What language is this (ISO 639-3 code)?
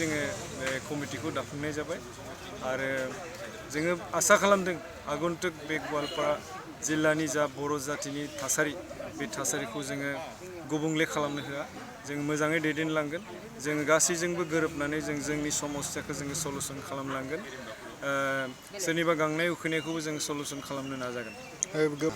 brx